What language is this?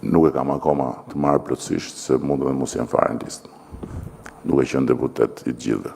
Albanian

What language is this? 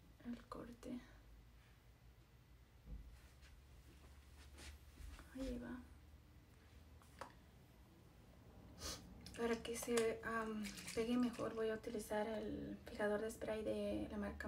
Spanish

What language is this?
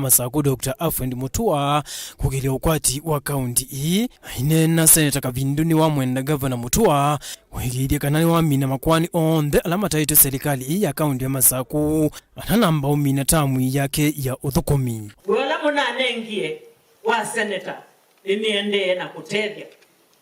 Kamba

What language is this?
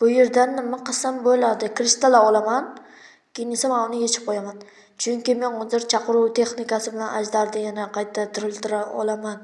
Uzbek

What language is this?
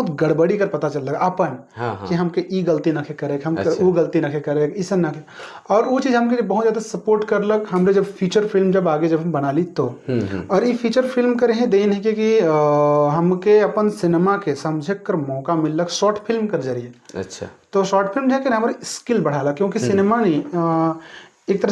Sadri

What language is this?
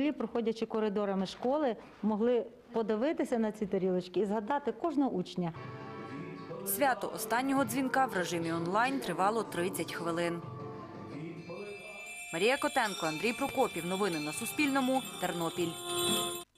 Ukrainian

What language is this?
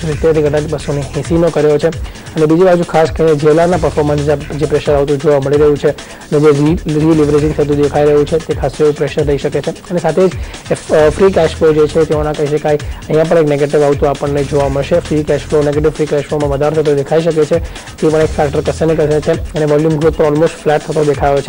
Gujarati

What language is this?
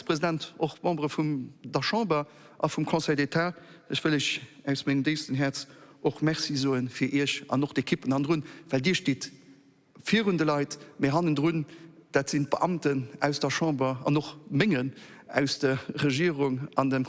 Luxembourgish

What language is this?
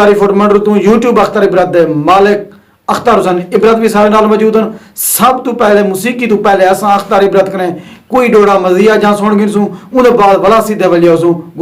Saraiki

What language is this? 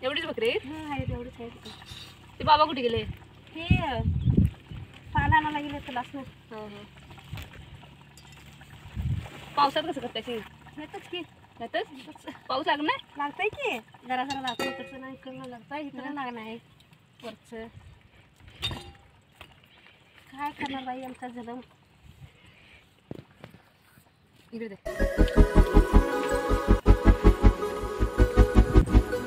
Marathi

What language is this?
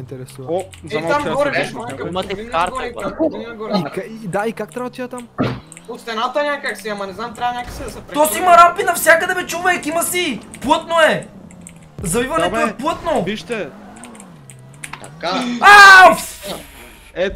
Bulgarian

